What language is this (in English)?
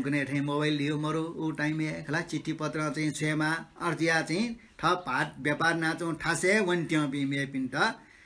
Newari